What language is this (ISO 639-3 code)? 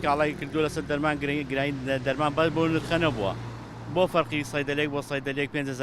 ckb